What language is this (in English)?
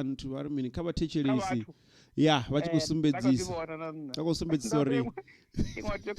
Venda